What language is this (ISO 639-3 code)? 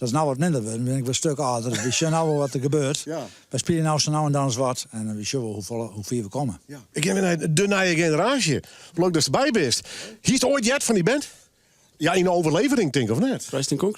fry